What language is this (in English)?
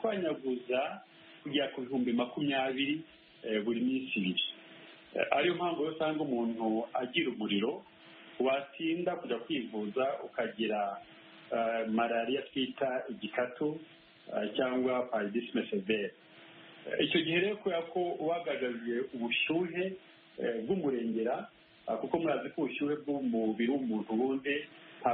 Kinyarwanda